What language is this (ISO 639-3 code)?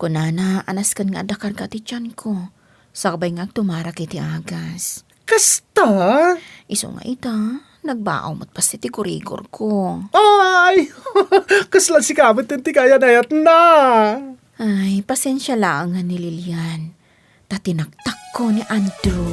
ilo